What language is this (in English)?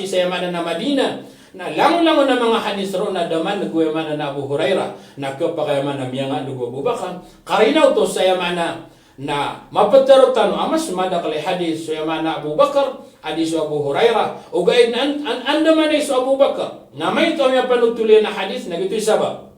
Maranao